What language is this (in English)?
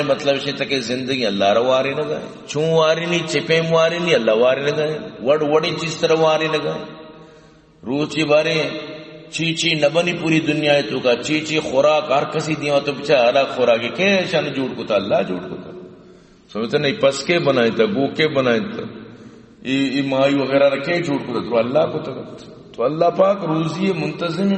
Eastern Balochi